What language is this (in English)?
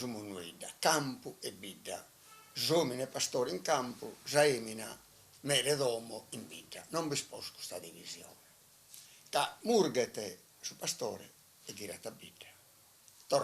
Sardinian